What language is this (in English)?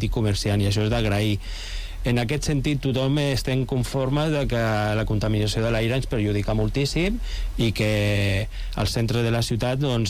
Catalan